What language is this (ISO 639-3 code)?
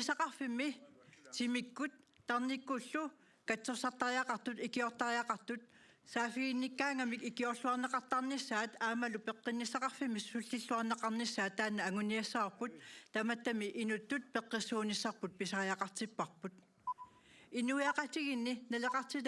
kal